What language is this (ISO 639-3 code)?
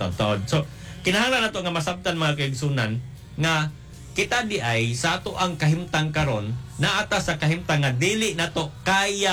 ceb